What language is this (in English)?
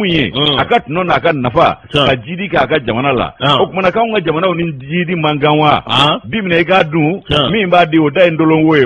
Bambara